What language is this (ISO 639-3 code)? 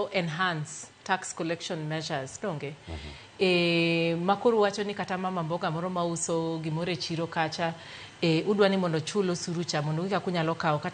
luo